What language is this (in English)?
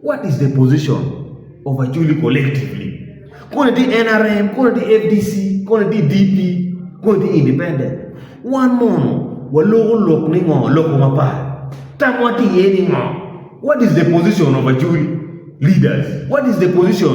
Acoli